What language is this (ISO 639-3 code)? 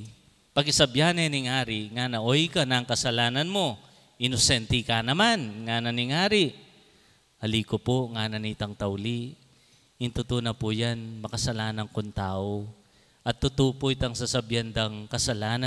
pam